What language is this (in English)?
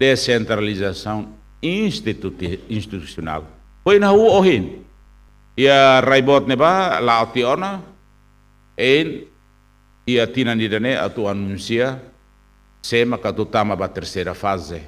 Tetum